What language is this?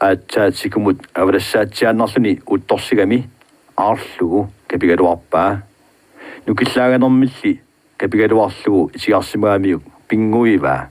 Kalaallisut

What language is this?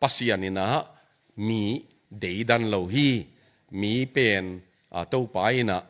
Tedim Chin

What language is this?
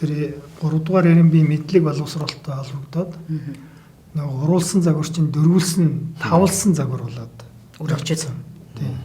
Mongolian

